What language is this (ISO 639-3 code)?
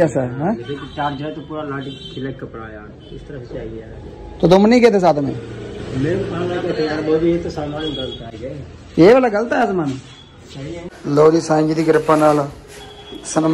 pan